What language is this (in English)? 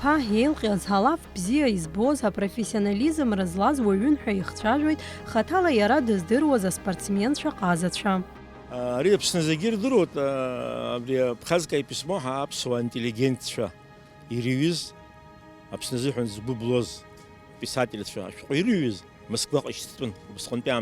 Abkhazian